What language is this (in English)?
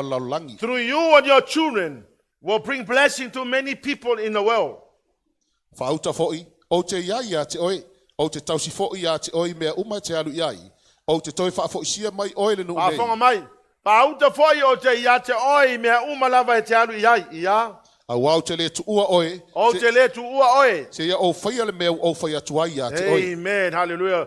Samoan